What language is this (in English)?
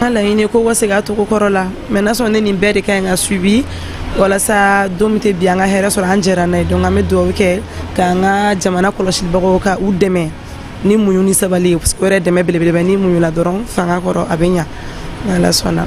Bambara